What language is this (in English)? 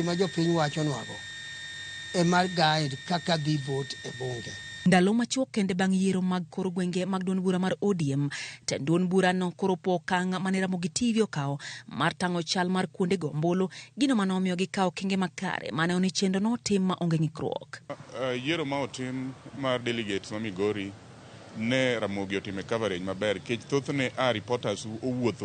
Luo (Kenya and Tanzania)